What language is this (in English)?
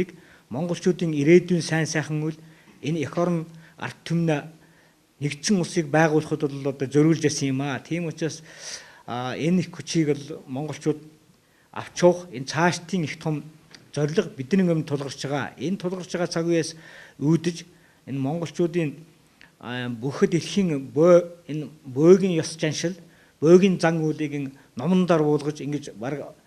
Mongolian